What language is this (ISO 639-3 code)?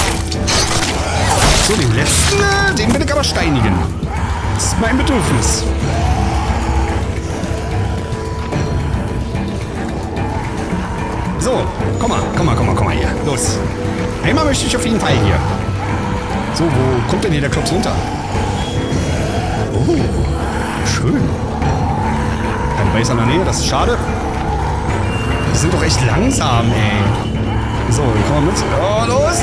deu